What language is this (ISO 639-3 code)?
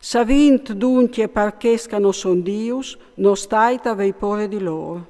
fur